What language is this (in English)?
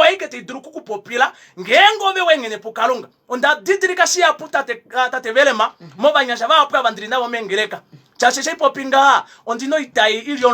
Kuanyama